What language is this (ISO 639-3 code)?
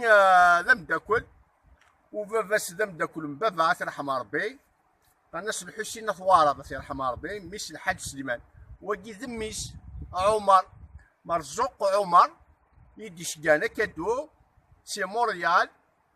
kab